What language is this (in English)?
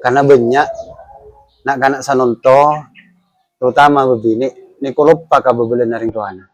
Madurese